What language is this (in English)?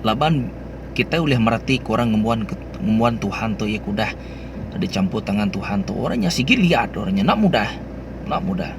Iban